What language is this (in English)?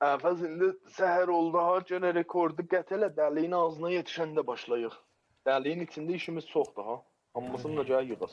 South Azerbaijani